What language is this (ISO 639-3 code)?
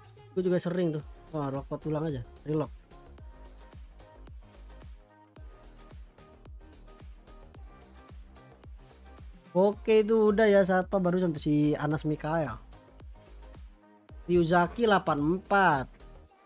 ind